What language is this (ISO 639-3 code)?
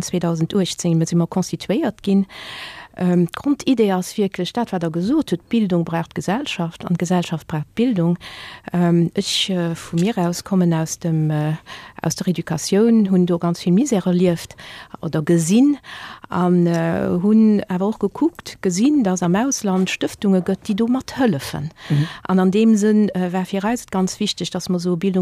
ltz